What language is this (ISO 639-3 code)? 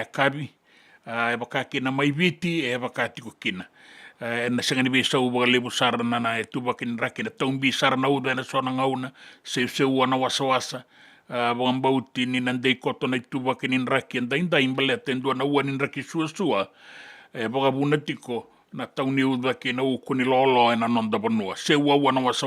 fij